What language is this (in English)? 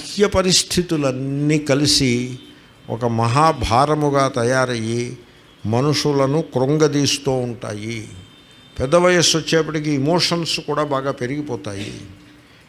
Telugu